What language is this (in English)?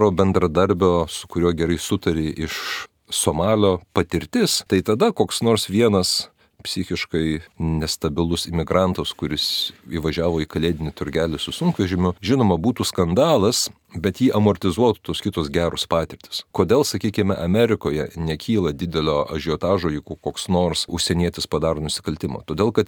Lithuanian